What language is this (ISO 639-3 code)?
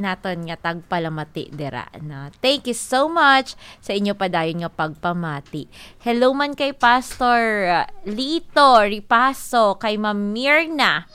hil